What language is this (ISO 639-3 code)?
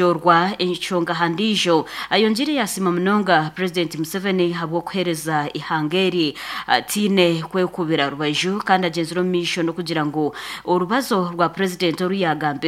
nyn